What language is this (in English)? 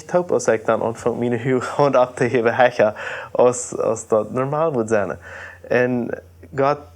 Plautdietsch